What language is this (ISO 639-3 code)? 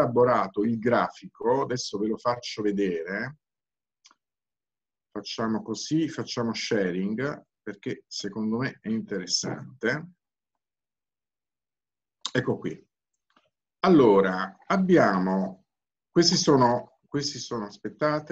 ita